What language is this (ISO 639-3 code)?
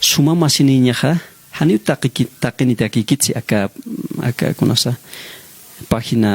aym